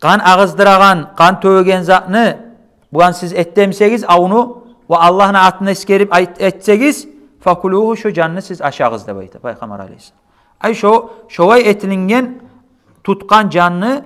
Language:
Kumyk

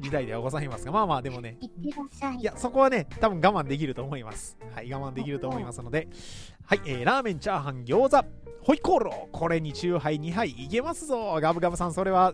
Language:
Japanese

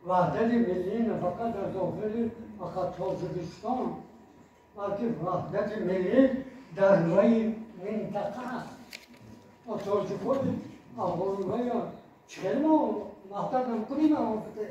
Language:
Tajik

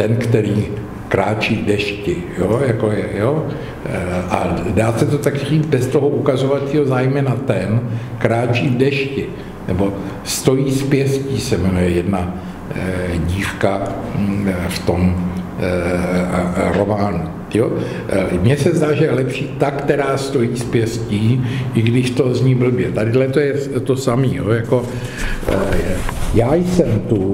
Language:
Czech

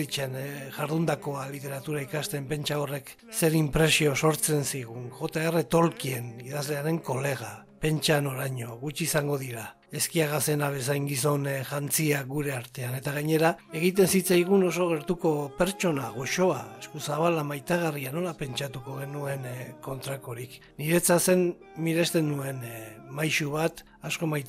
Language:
Basque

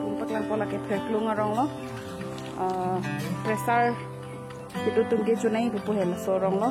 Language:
Karbi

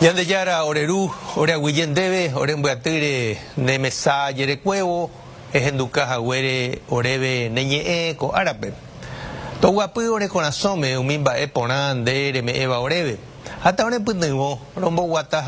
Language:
Guarani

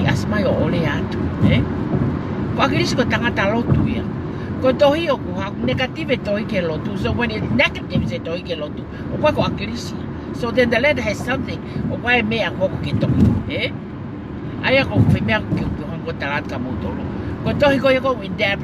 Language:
Tongan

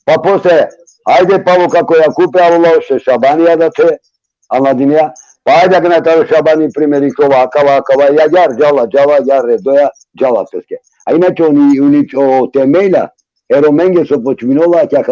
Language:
Balkan Romani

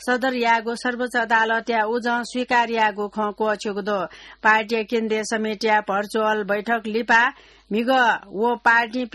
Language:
Newari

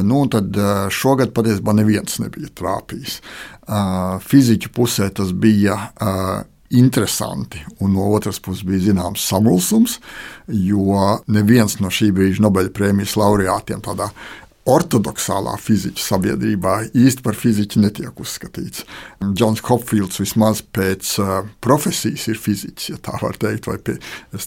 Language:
Latvian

